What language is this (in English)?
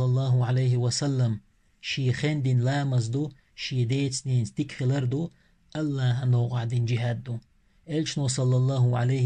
Chechen